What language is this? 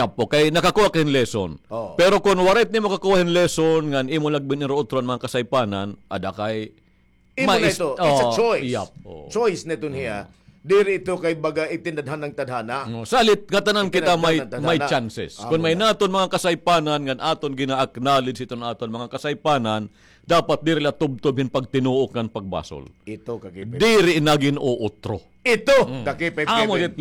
Waray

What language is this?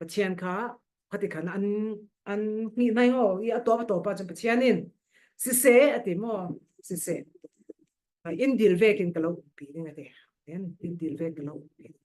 Falam Chin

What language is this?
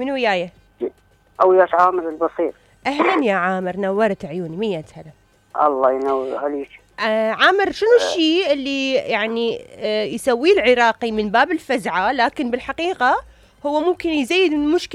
Mesopotamian Arabic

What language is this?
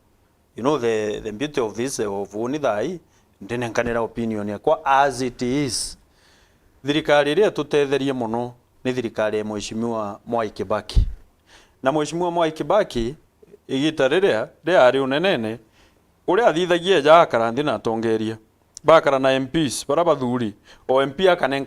Meru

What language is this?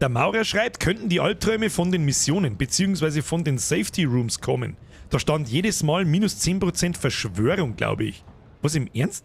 Bavarian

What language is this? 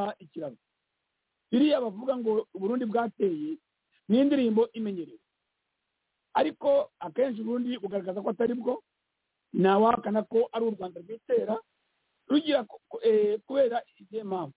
Kinyarwanda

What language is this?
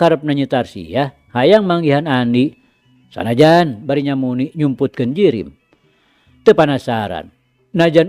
Sundanese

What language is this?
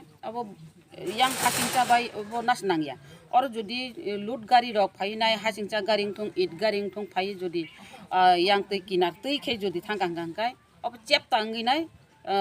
Kok Borok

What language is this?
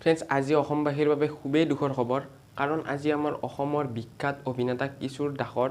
Assamese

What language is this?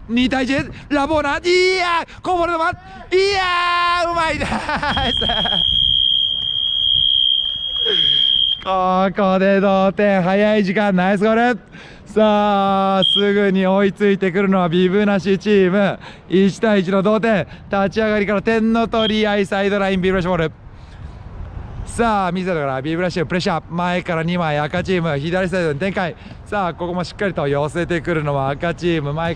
Japanese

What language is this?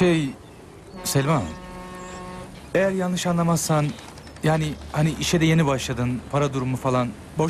Turkish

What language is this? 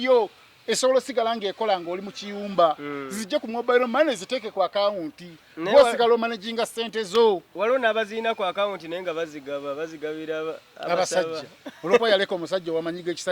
Ganda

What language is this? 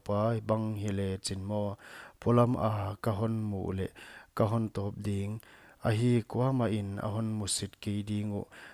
Paite Chin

